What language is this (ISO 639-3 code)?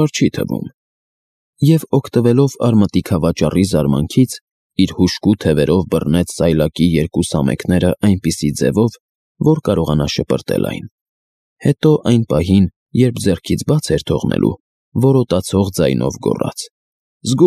hye